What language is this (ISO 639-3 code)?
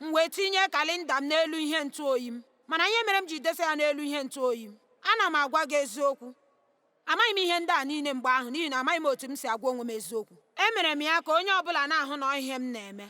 ibo